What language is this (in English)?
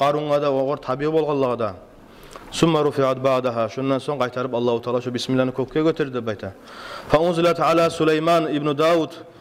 Kumyk